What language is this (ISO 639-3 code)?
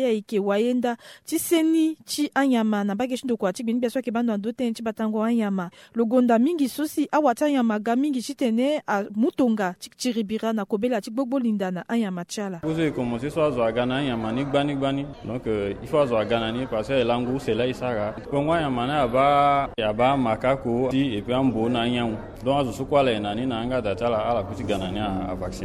sag